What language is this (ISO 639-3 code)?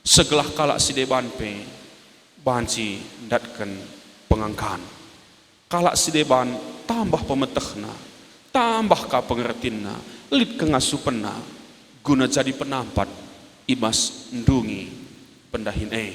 btx